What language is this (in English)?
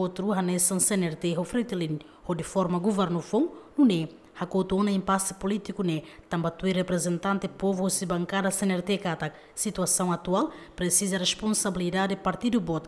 Tetum